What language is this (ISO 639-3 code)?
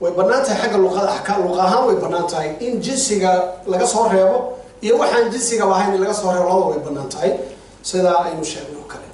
som